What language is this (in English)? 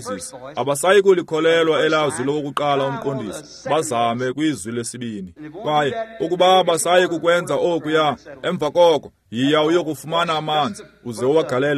Xhosa